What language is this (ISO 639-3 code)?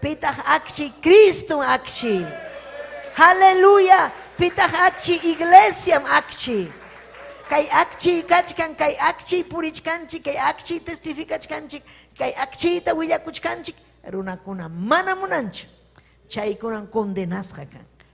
quy